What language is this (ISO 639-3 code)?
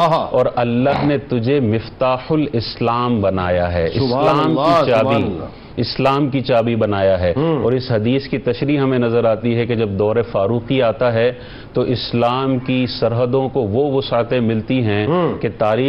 urd